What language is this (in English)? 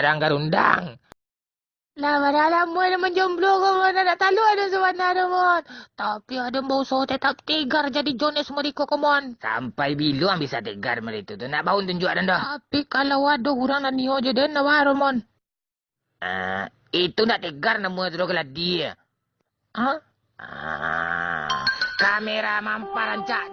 Minangkabau